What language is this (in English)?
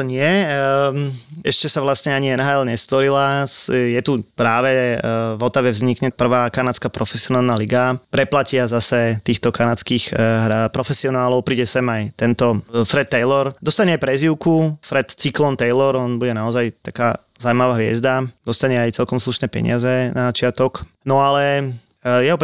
Slovak